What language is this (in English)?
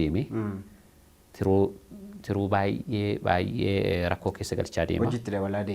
Oromo